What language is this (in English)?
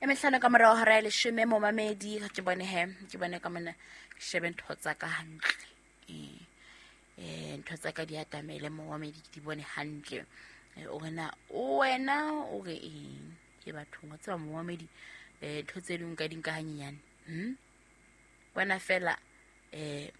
Southern Sotho